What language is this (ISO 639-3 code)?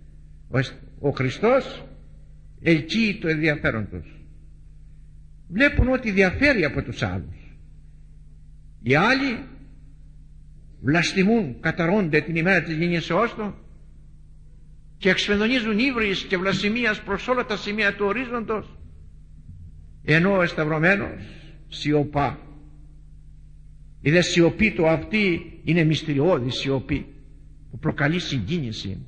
ell